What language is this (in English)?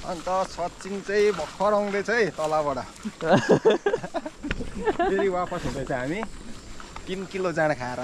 Nepali